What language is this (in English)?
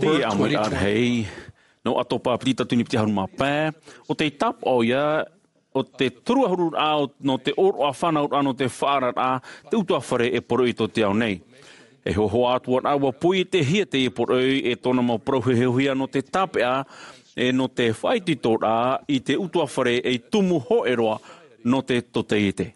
Tahitian